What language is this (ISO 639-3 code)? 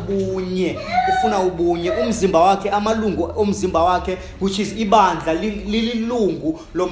xho